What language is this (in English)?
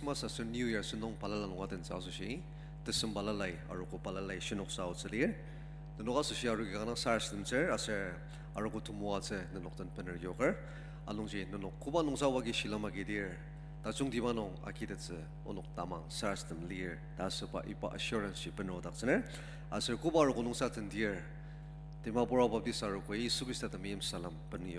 Ao Naga